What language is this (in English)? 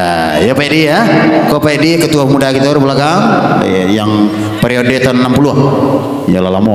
Minangkabau